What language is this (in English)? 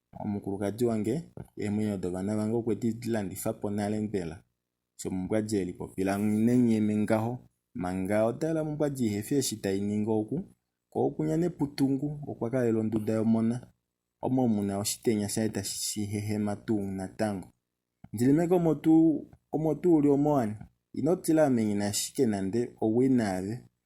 Kuanyama